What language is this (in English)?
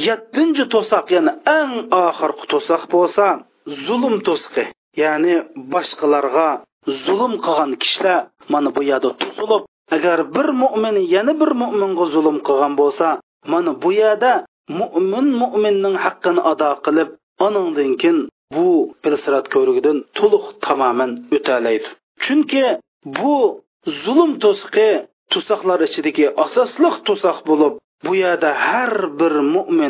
Uyghur